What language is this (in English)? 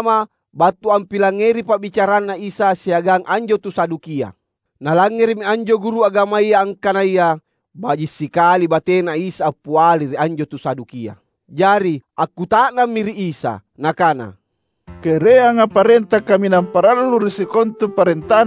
Makasar